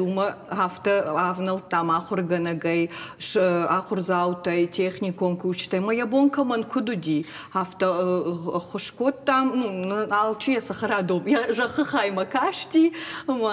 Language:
Ossetic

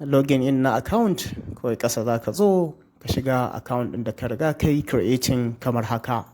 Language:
Hausa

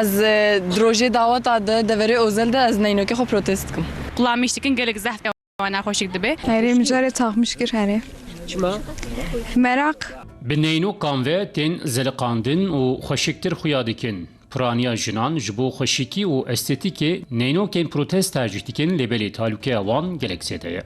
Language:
Kurdish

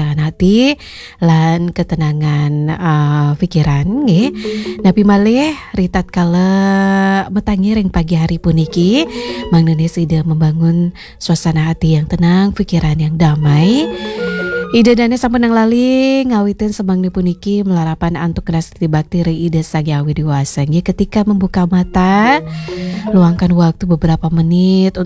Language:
Balinese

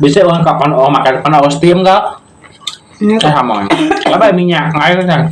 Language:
Iban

